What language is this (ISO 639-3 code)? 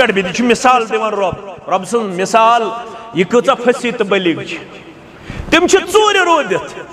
kas